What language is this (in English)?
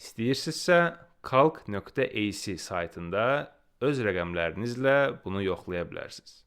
Azerbaijani